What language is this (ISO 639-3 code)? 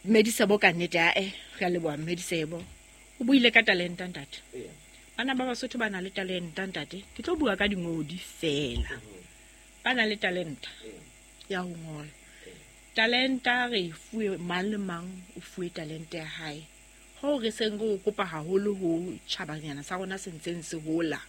sot